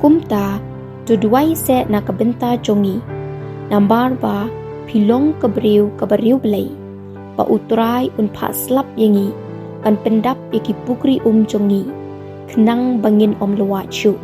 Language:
Khasi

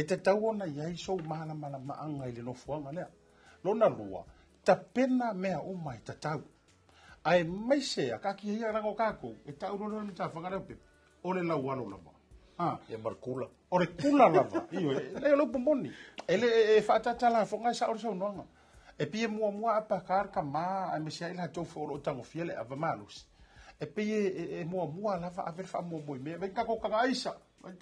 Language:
Samoan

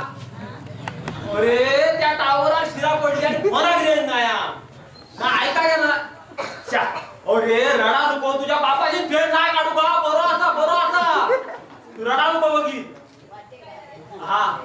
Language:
Marathi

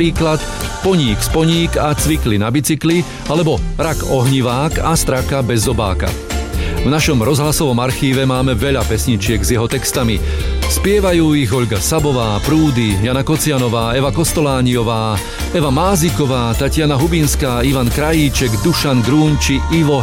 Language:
Slovak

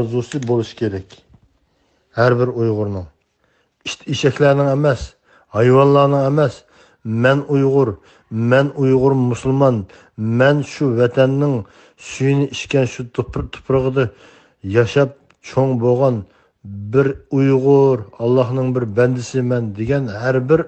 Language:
Uyghur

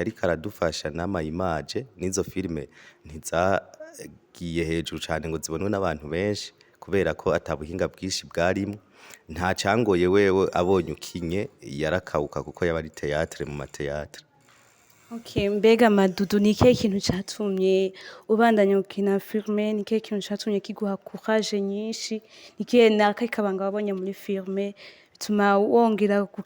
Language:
Rundi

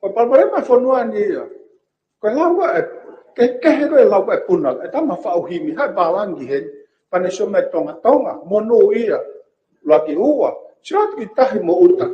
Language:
Tongan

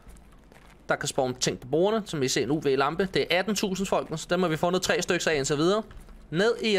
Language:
Danish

